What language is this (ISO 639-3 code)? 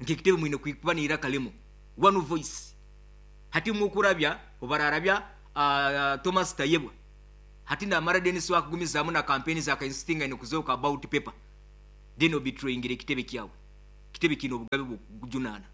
nyo